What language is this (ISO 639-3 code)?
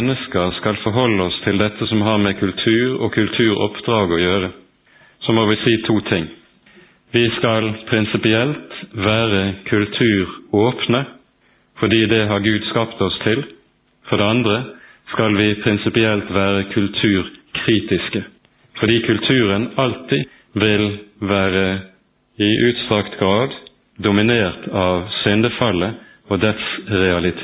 nor